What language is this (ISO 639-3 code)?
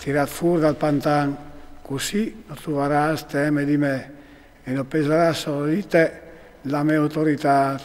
fur